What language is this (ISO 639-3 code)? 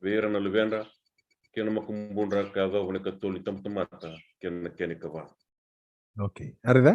fij